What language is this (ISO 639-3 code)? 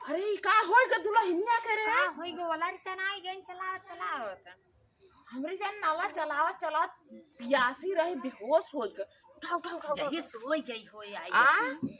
awa